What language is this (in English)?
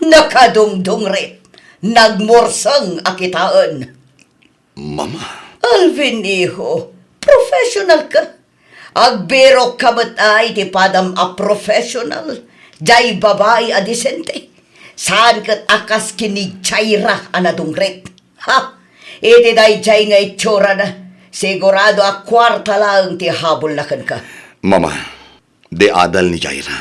Iloko